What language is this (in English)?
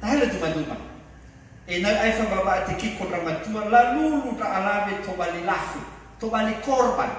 Nias